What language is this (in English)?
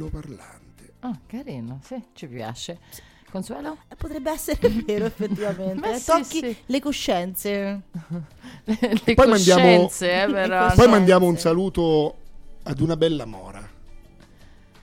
Italian